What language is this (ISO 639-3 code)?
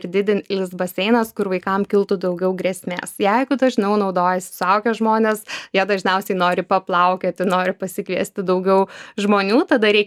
lit